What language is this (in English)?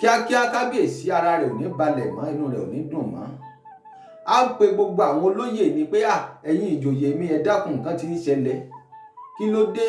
Yoruba